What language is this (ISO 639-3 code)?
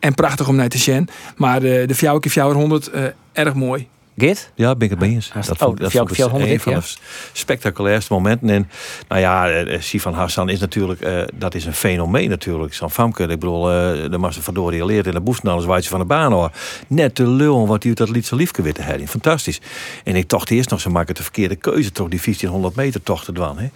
fry